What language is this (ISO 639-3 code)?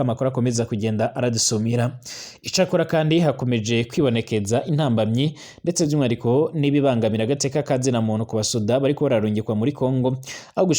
run